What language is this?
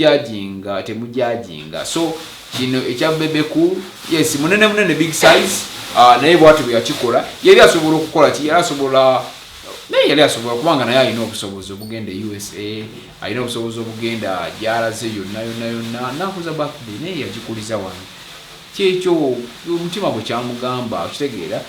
Ganda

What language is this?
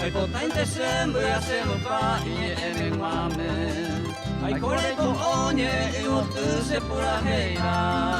Guarani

